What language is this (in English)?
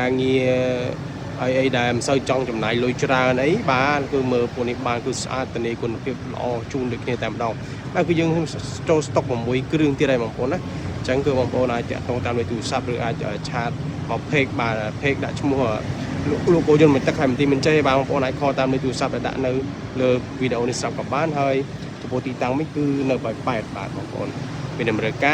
Khmer